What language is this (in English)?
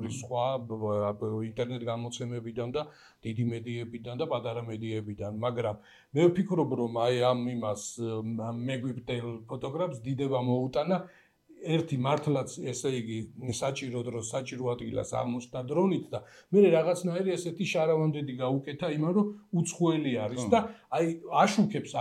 Georgian